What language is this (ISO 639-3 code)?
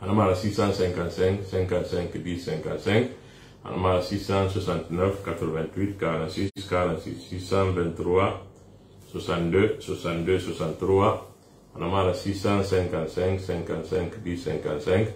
sus